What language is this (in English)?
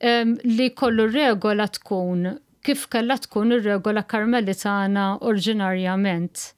Maltese